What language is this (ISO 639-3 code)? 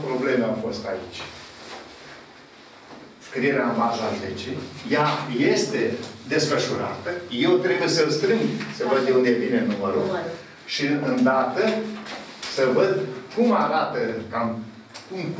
ron